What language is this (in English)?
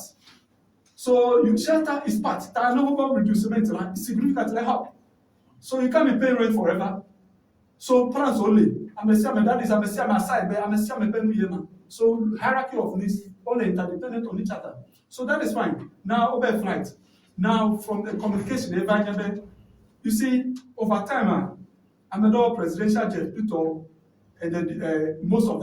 Ewe